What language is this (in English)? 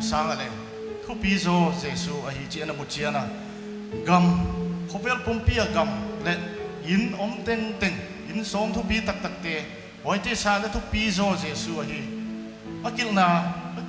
Paite Chin